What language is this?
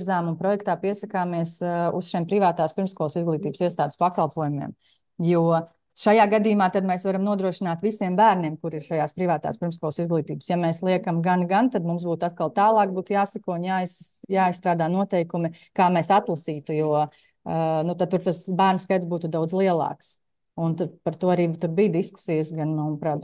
Latvian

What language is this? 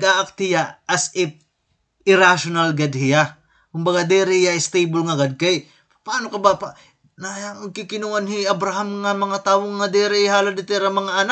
Waray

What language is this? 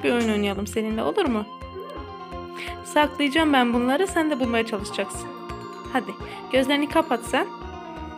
Turkish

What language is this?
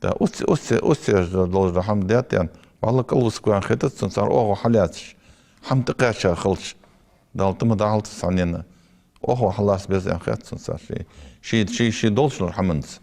Ingush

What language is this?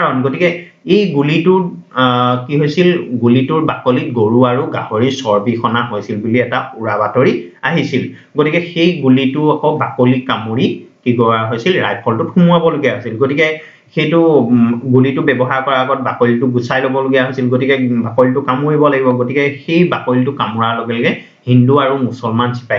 Assamese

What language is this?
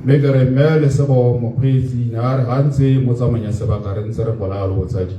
Tswana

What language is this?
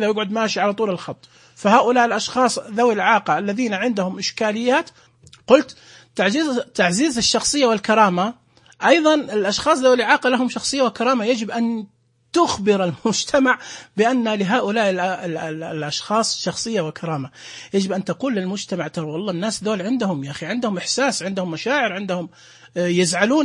Najdi Arabic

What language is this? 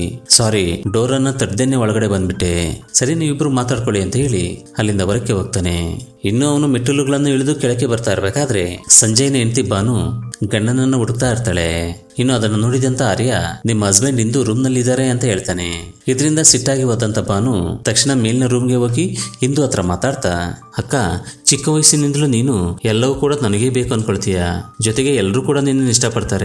Kannada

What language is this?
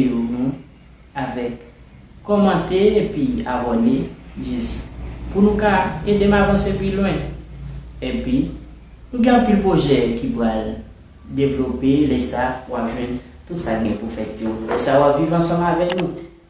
Haitian Creole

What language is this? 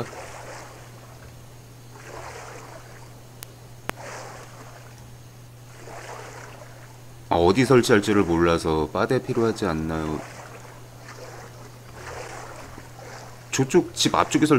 Korean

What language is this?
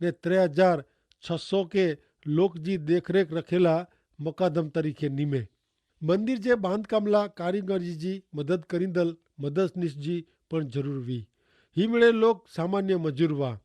Kachhi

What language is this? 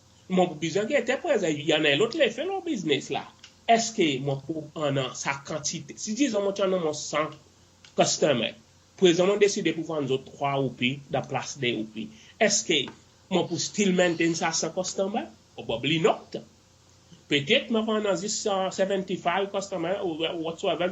Seselwa Creole French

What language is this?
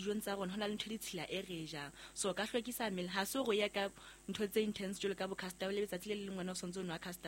Southern Sotho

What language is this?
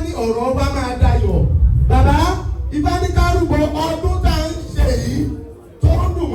Yoruba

